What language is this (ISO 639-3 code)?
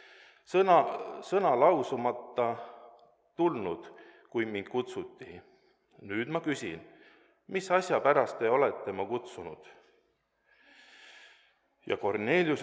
est